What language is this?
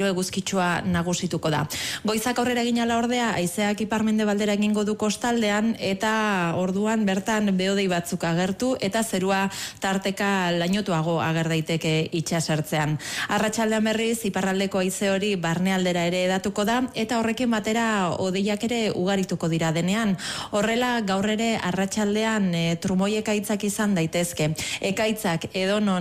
Basque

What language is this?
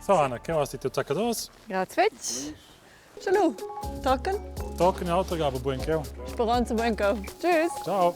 Romansh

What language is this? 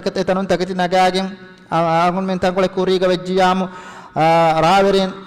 Divehi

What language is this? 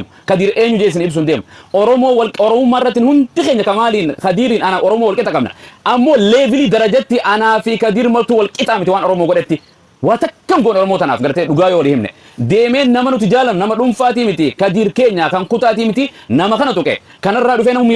Oromo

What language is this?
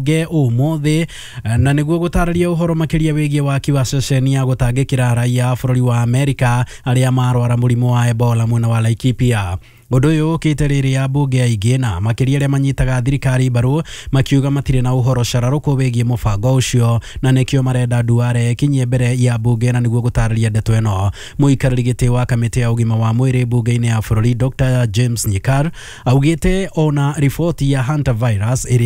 Kikuyu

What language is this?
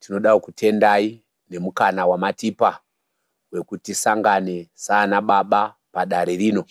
Shona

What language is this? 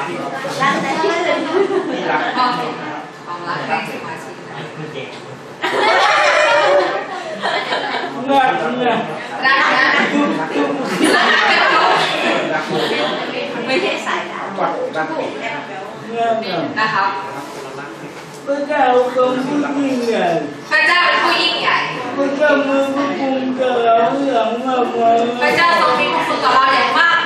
Thai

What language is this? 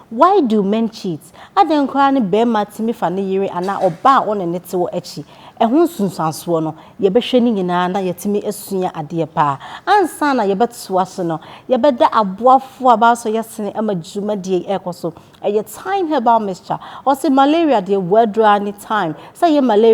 Akan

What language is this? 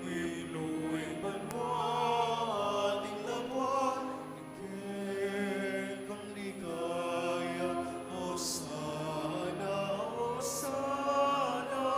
Pampanga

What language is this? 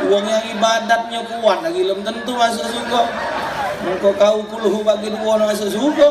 Musi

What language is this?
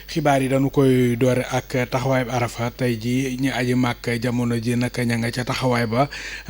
Wolof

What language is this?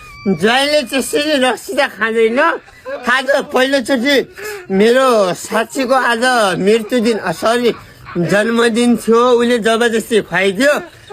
Nepali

